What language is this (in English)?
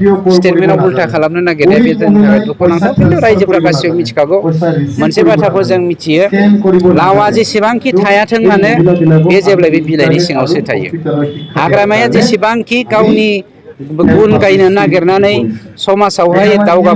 Bodo